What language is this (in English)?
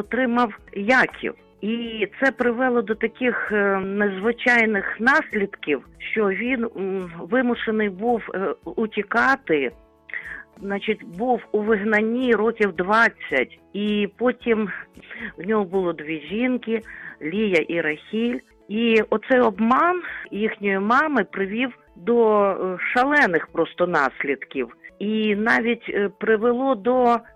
Ukrainian